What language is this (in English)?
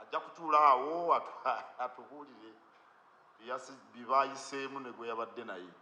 Ganda